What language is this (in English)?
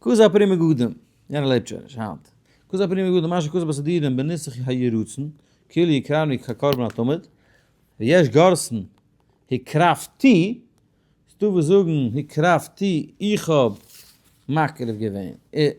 Yiddish